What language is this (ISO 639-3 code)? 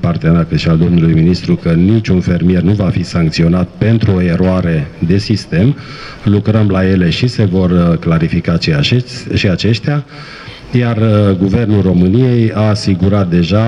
ron